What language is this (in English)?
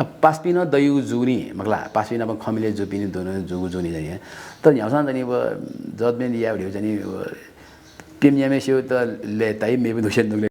Newari